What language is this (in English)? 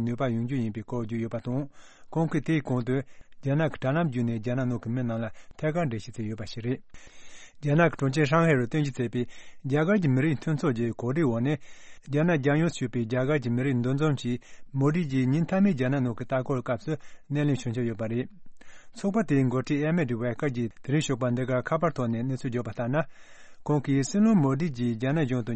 Tibetan